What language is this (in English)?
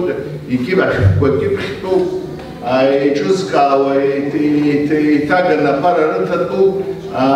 Abkhazian